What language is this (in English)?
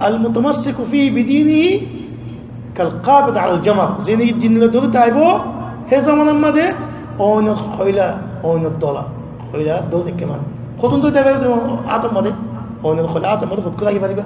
Rohingya